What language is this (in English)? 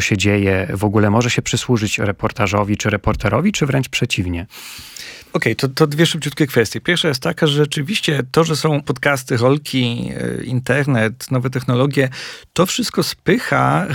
Polish